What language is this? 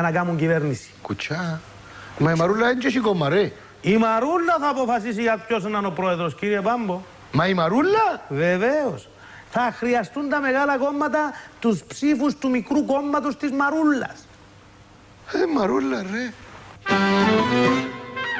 Greek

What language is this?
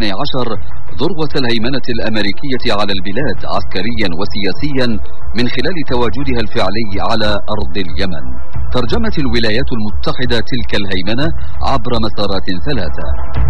Arabic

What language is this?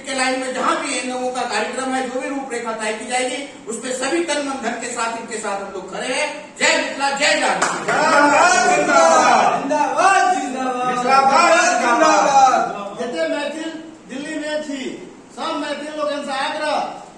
Maithili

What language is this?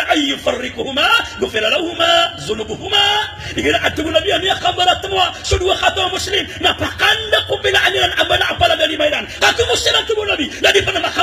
Maranao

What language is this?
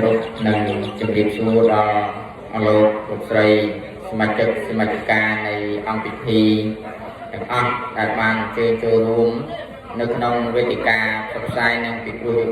Khmer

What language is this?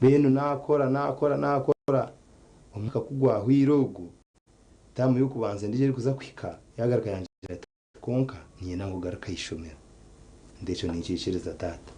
Nyankole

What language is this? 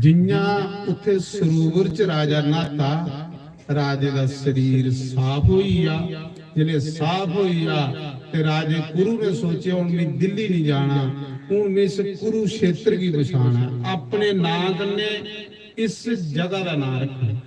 Dogri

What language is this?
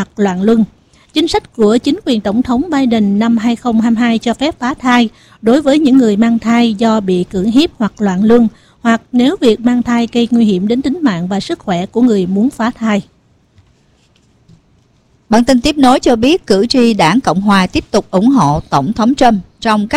Vietnamese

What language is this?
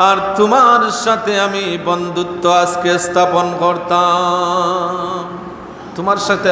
Sylheti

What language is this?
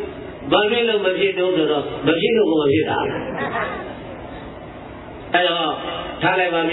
Burmese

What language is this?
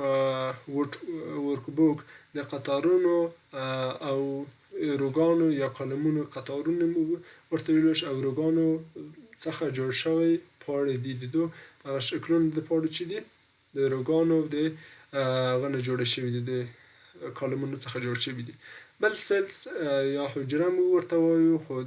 Pashto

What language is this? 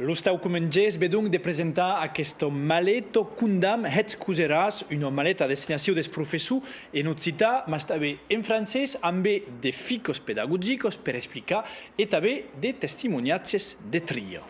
Occitan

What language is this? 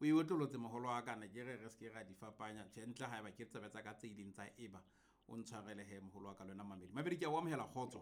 Southern Sotho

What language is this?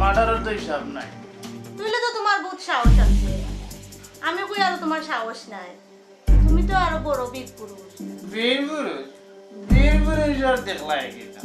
Sylheti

